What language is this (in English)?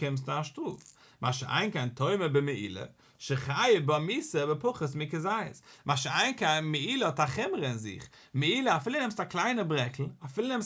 Yiddish